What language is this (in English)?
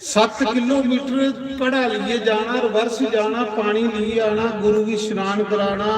Dogri